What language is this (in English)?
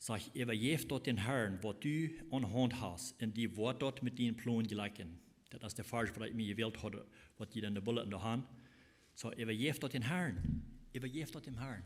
Plautdietsch